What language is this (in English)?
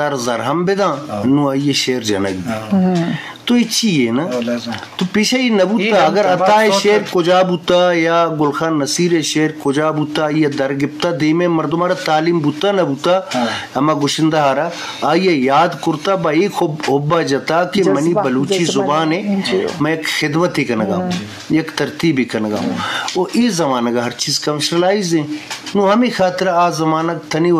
Eastern Balochi